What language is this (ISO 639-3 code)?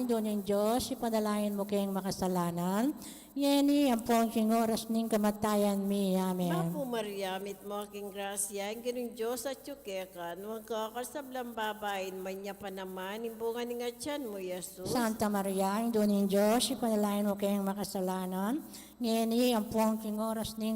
pam